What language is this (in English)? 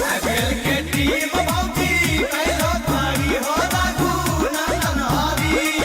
Magahi